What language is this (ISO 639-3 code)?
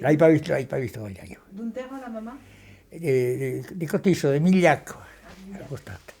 oci